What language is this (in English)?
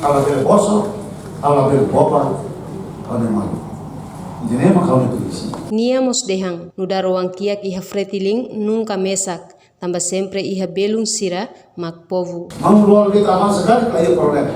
Tetum